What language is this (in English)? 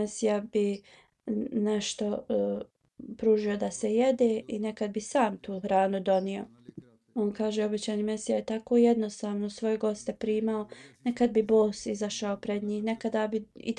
Bosnian